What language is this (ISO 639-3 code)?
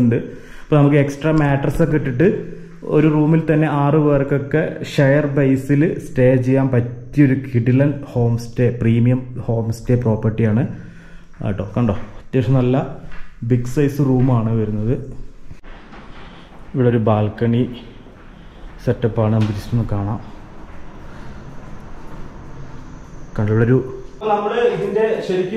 mal